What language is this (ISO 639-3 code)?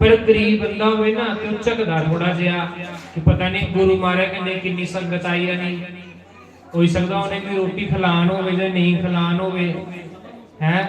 doi